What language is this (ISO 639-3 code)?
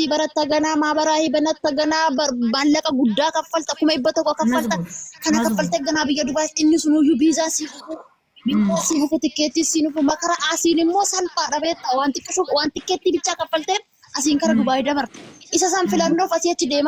orm